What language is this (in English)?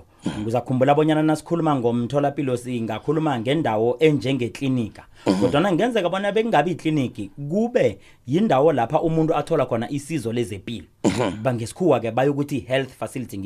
South Ndebele